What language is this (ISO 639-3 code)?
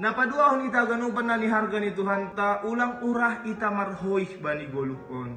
bts